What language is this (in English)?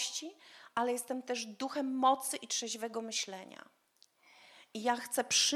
Polish